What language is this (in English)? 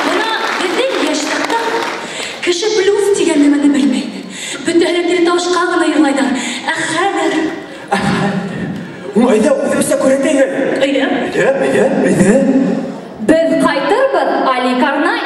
Bashkir